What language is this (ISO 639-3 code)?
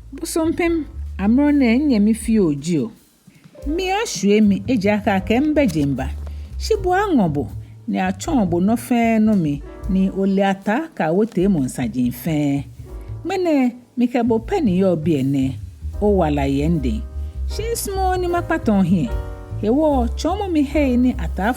gaa